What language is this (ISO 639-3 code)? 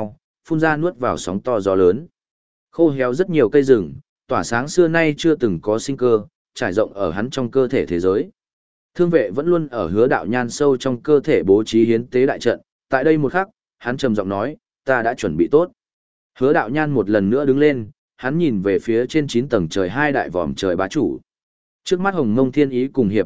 vie